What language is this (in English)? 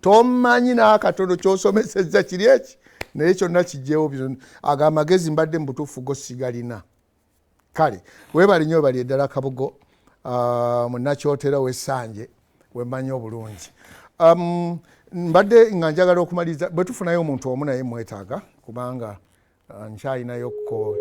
Ganda